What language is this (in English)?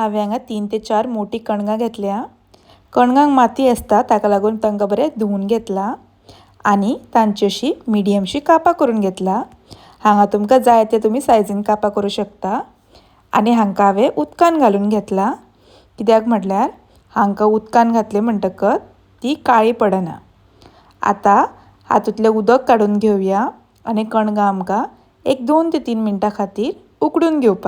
Konkani